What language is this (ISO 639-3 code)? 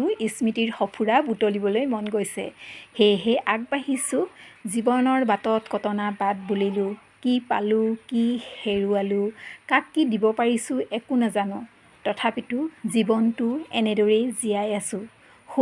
asm